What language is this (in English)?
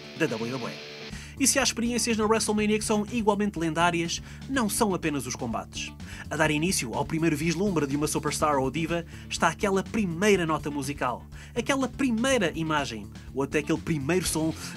Portuguese